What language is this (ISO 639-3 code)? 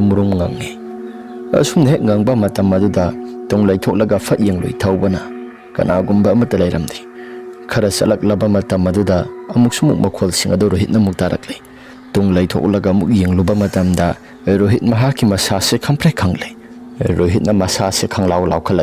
mni